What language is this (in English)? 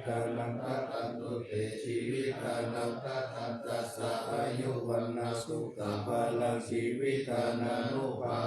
Pali